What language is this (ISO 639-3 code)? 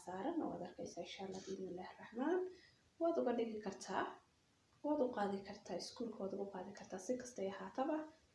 som